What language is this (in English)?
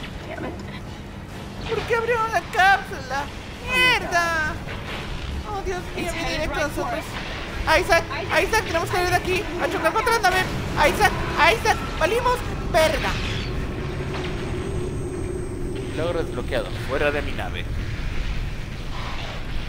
Spanish